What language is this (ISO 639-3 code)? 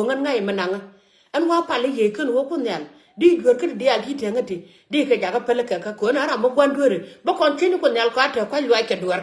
nus